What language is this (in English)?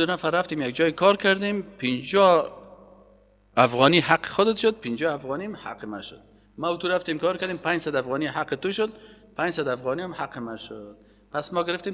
Persian